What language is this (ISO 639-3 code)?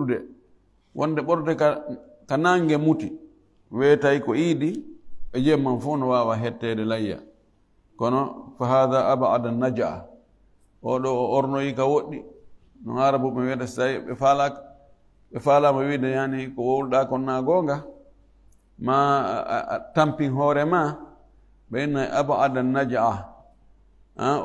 ful